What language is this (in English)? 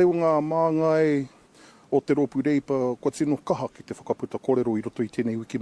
Māori